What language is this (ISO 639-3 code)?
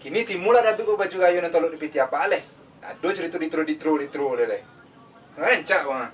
min